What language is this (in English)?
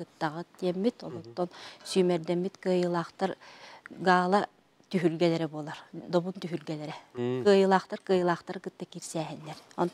Yakut